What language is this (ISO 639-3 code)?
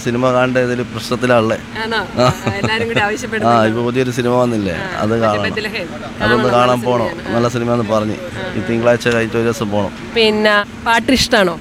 mal